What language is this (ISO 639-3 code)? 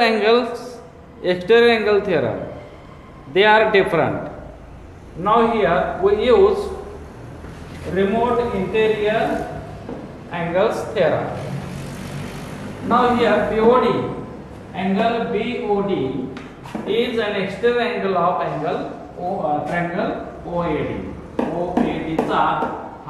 mar